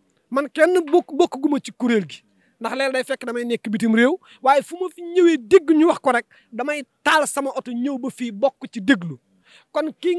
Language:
Wolof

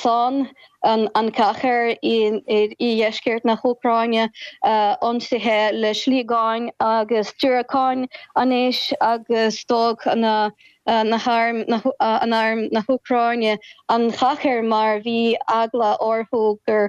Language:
Irish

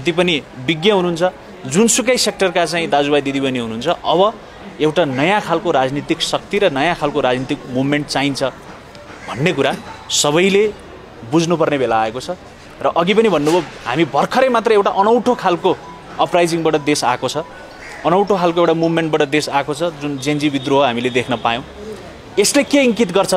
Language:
Nepali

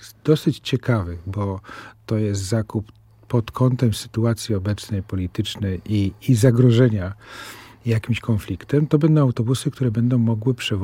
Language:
Polish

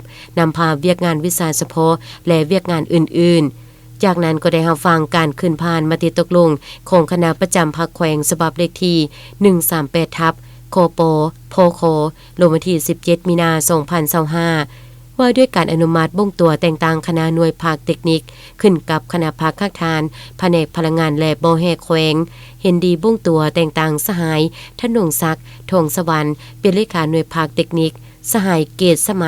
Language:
Lao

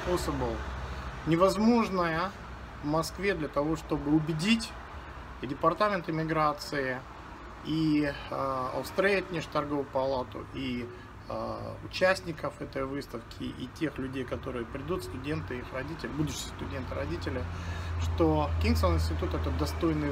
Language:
Russian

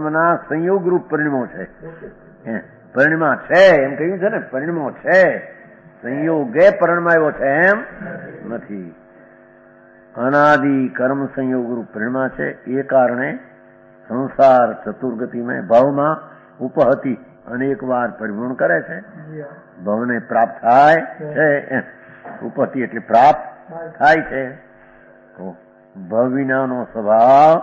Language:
Gujarati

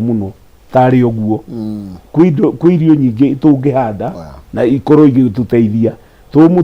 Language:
Kikuyu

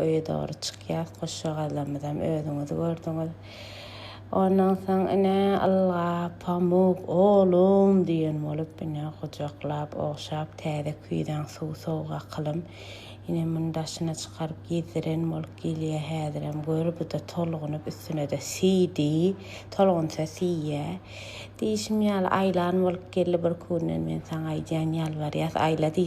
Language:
Turkmen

